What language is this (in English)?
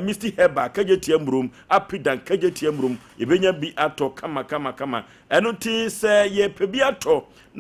Akan